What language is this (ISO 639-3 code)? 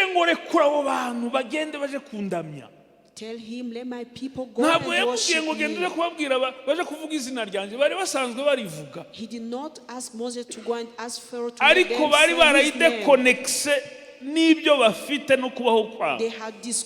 kin